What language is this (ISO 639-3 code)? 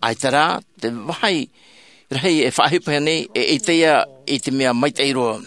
tah